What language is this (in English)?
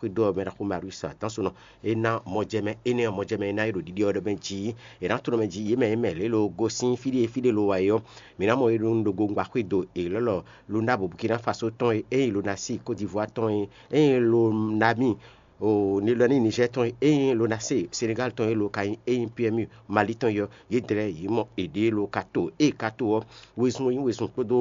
Fon